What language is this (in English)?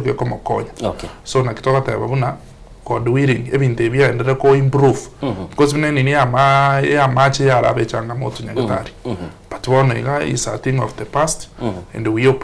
Gusii